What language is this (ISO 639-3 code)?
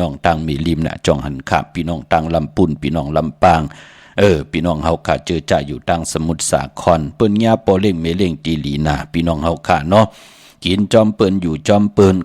shn